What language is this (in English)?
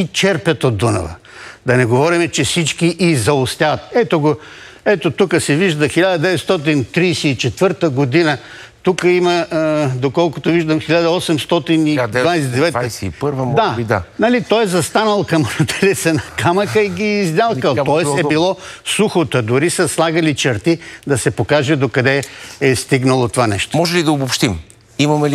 Bulgarian